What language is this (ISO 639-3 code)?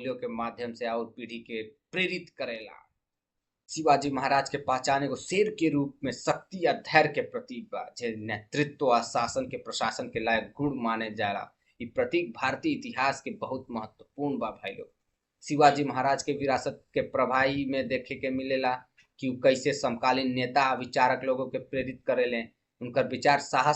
bho